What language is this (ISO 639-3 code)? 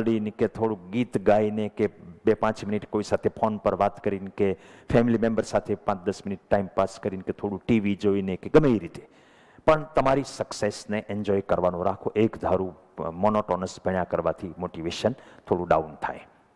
guj